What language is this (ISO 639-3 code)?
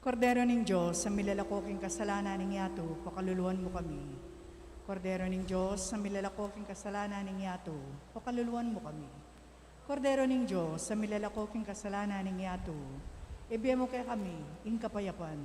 pam